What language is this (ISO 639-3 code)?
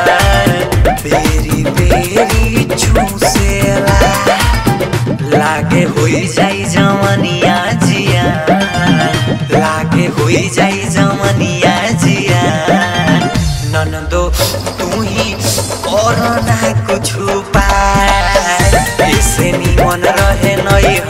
bho